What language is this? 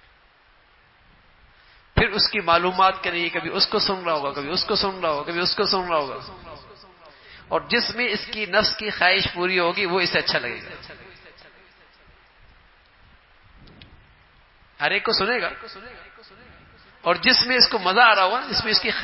Urdu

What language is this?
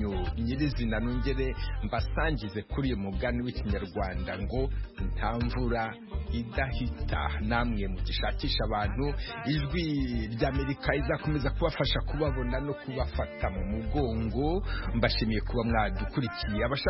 Kinyarwanda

